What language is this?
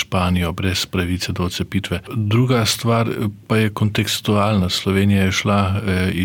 Slovenian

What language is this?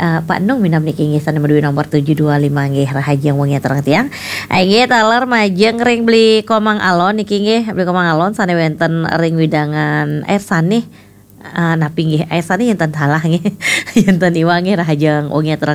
Balinese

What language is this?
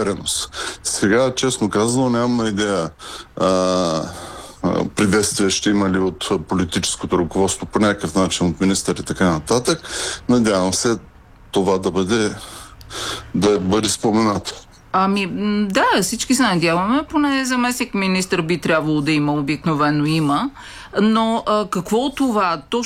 Bulgarian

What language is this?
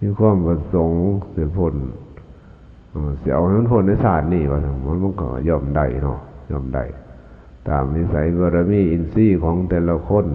Lao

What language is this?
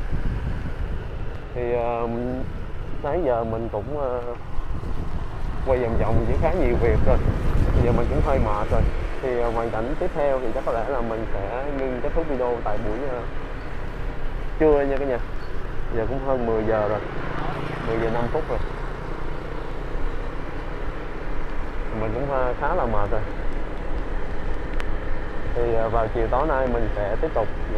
Vietnamese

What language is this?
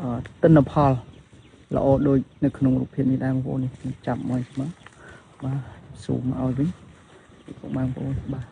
Khmer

